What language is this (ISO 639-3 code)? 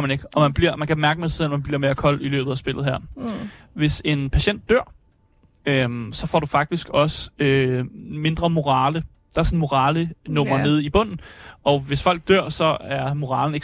dan